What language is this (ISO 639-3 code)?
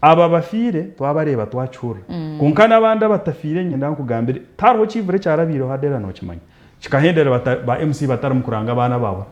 nyn